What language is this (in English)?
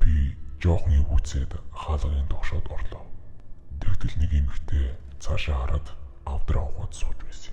Mongolian